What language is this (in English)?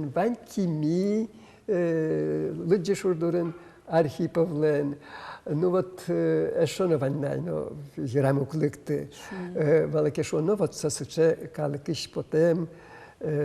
Udmurt